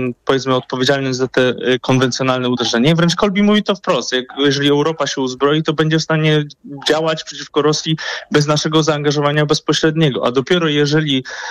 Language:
Polish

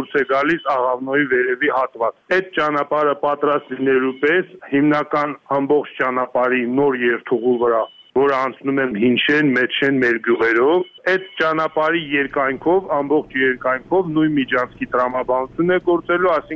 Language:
Armenian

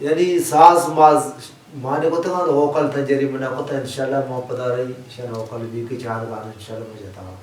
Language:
Baluchi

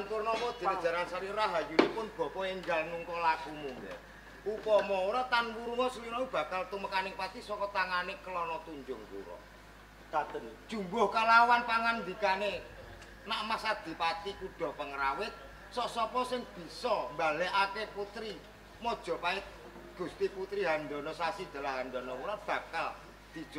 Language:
Javanese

